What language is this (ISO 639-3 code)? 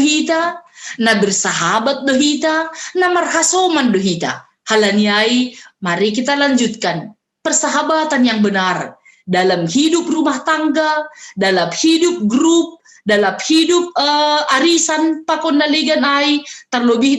bts